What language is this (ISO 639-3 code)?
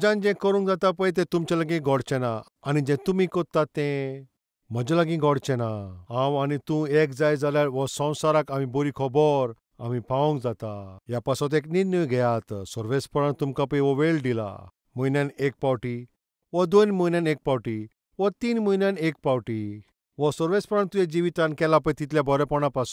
kok